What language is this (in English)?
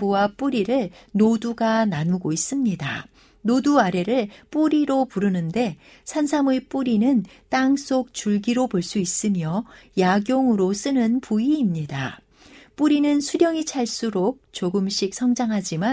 Korean